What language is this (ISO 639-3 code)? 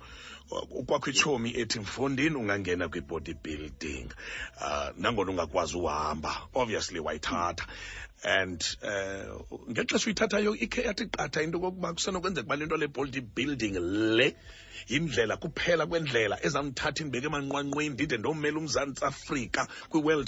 xho